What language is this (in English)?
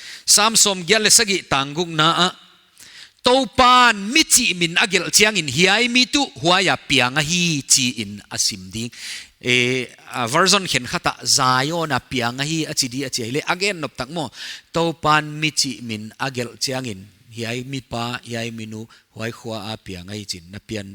Paite Chin